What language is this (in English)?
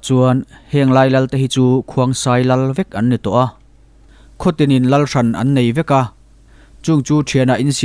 Mizo